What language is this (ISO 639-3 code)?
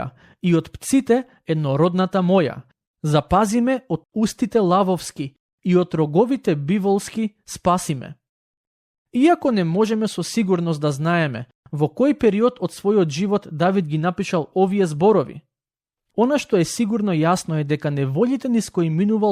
mkd